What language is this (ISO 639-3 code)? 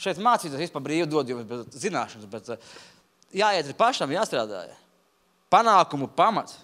lav